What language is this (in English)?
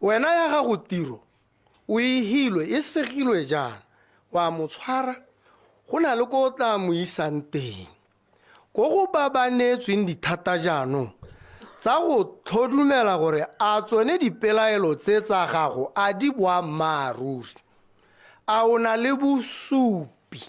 Tswana